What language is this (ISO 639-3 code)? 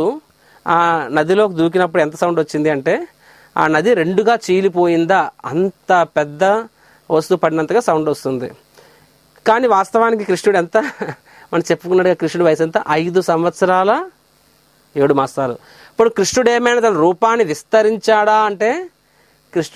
tel